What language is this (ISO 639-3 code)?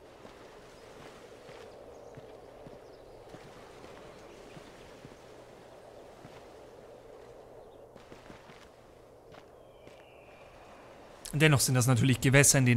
deu